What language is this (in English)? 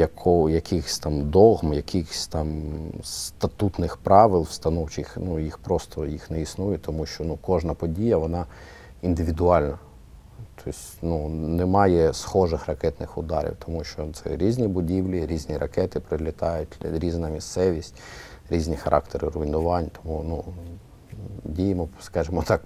Ukrainian